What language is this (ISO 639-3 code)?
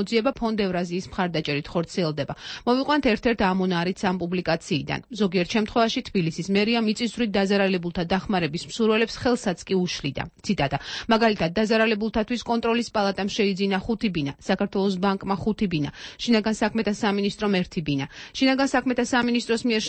kat